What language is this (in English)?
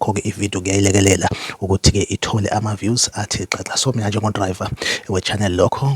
Zulu